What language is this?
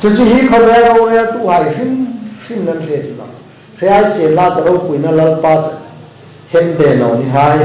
Hmar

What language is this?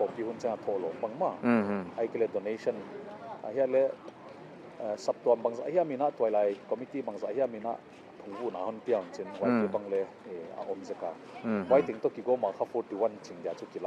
Paite Chin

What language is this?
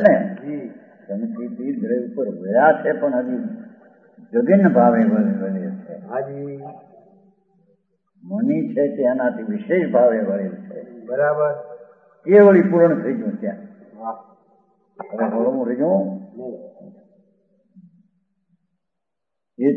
Gujarati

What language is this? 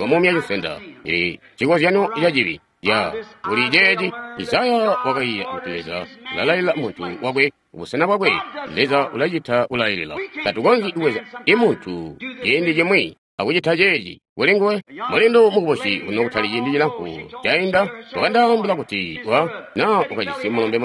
Tonga (Zambia)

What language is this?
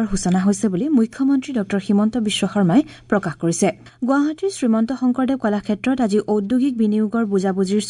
Assamese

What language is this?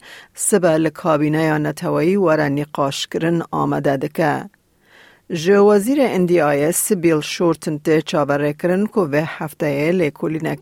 Kurdish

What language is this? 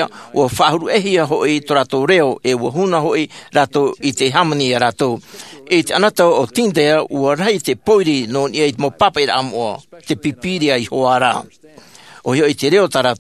Tahitian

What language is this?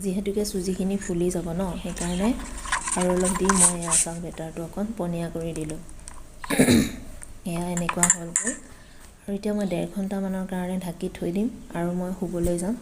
Assamese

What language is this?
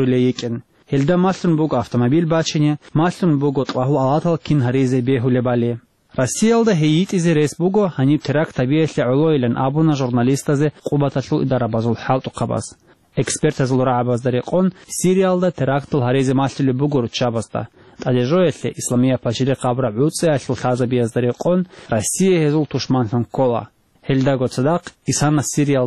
Avaric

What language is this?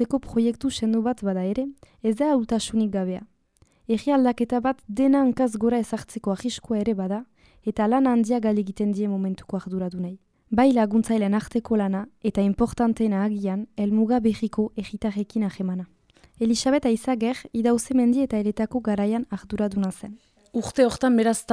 Basque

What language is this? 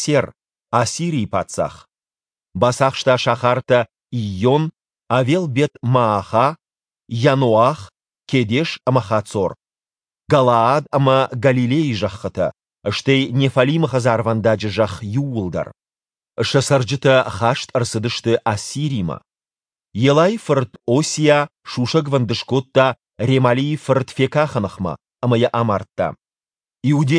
Ossetic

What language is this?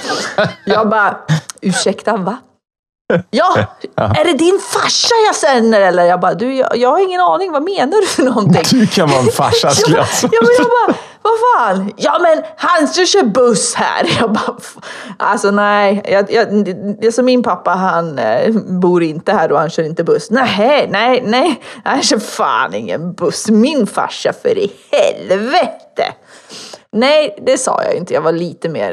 Swedish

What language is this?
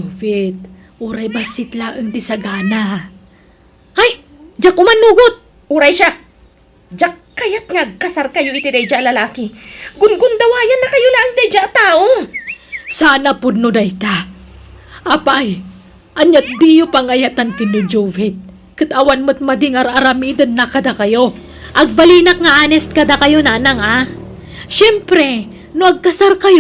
Iloko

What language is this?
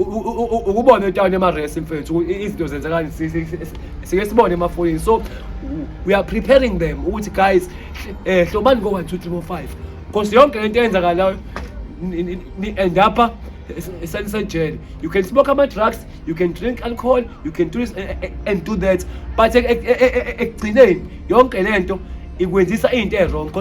Zulu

